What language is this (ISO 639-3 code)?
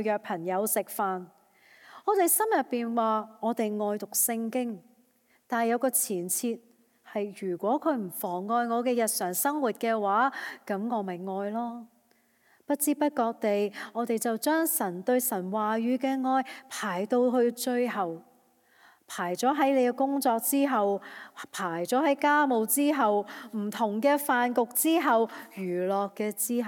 yue